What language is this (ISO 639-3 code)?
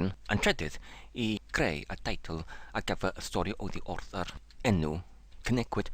cym